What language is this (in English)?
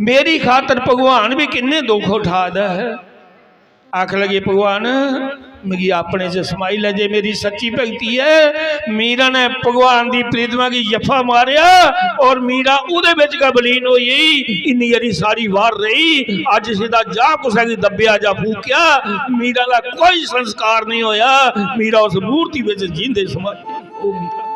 Dogri